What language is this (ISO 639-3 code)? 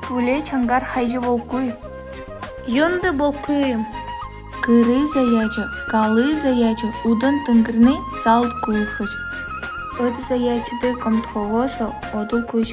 bua